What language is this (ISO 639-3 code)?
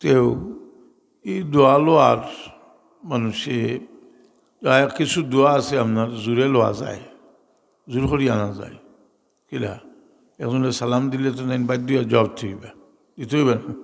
syl